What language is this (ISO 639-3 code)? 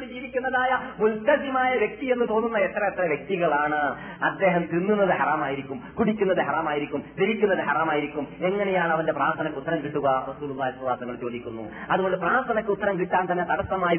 mal